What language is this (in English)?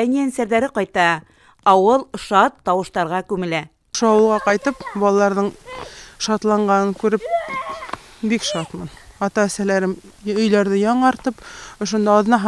Bashkir